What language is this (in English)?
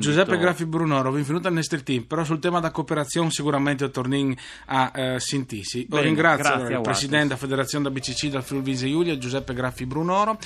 Friulian